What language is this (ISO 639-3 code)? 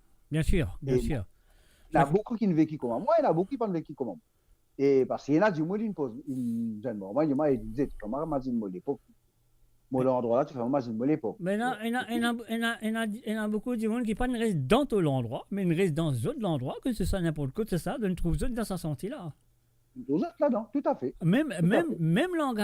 mfe